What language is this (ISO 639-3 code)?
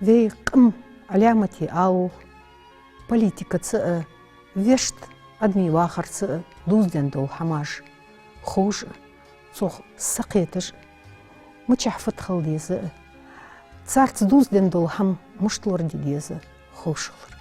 inh